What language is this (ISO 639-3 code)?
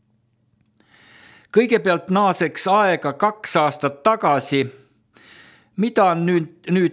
est